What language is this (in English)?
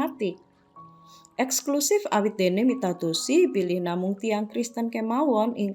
Javanese